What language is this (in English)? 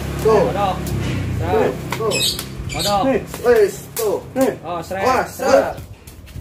Betawi